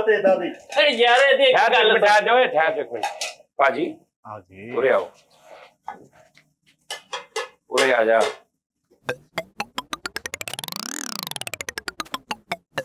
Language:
Punjabi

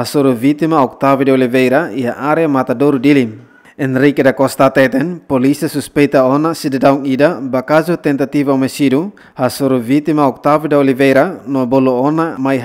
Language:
Tetum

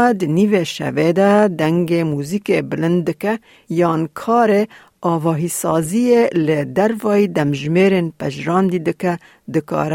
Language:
Kurdish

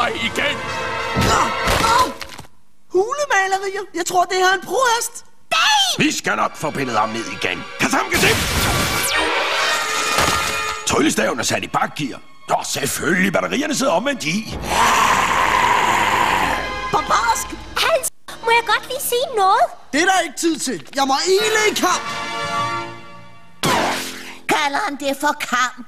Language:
Danish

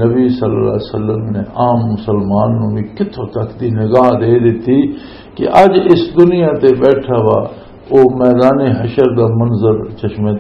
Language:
Western Panjabi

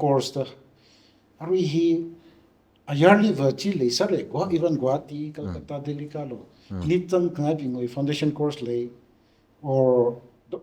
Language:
Tangkhul Naga (India)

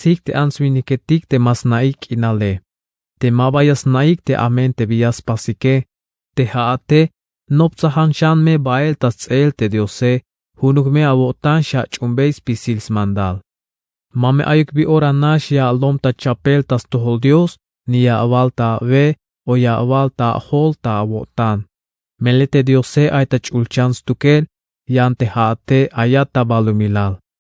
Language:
Tzeltal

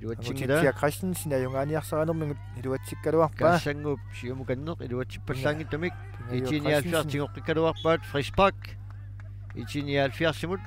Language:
Kalaallisut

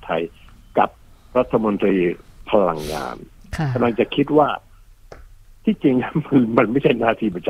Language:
Thai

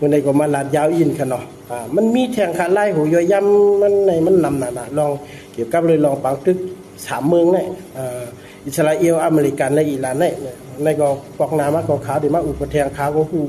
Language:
Shan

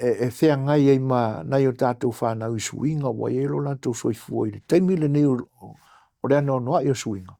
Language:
Samoan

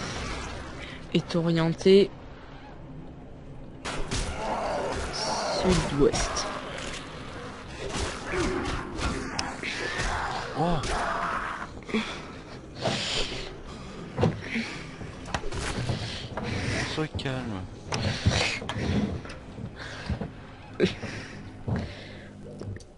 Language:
French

